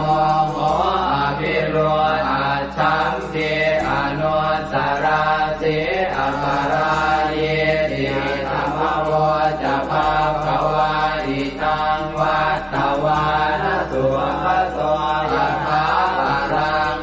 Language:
Pali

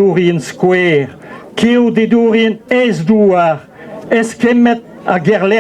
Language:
Breton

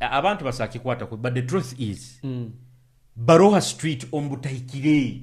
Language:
Nyoro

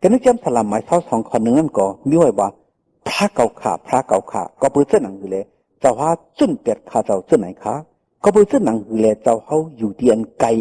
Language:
Shan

